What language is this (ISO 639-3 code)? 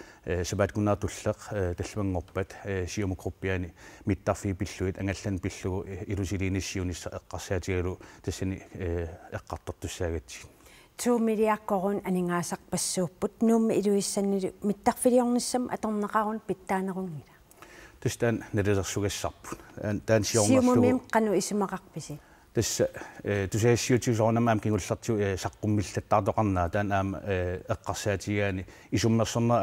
kal